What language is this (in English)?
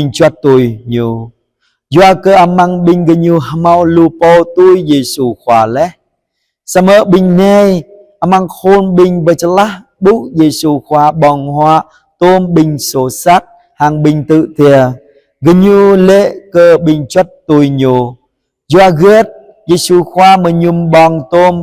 Jarai